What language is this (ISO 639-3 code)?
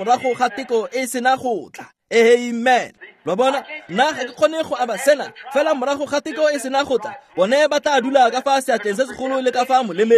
tsn